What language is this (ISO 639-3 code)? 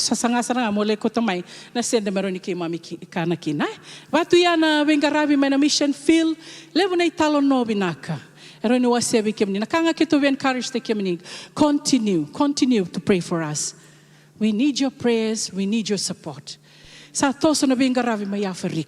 fij